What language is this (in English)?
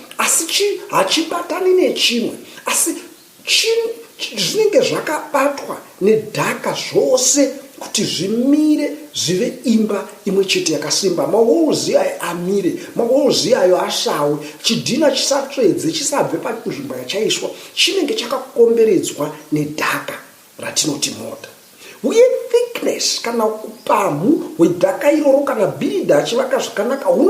Shona